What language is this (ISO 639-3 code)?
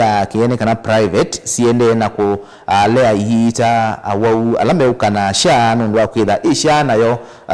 kam